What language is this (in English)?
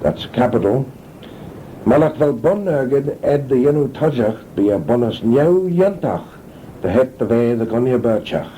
Manx